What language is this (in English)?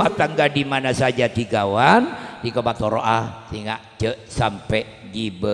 Madurese